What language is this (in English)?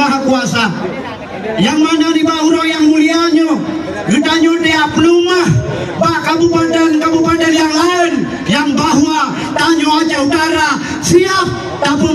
Achinese